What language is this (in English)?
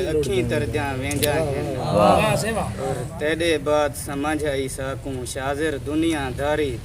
Saraiki